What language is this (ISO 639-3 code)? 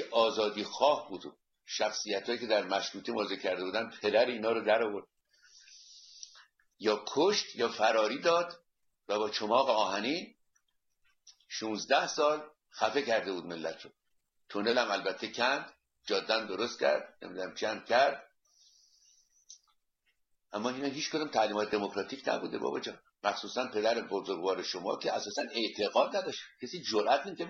fas